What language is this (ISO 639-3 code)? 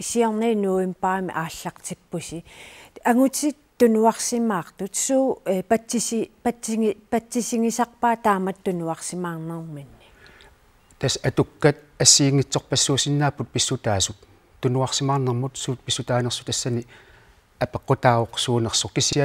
kal